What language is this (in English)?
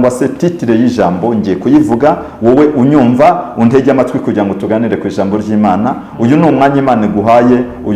Kinyarwanda